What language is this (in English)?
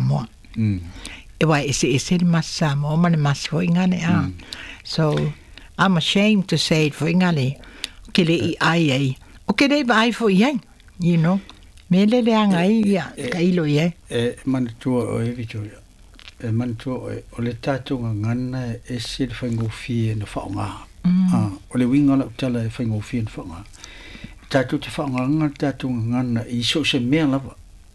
Samoan